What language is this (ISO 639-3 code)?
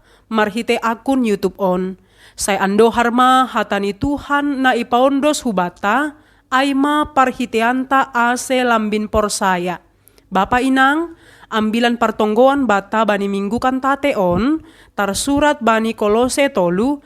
bts